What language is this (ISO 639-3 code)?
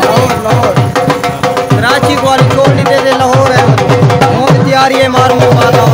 skr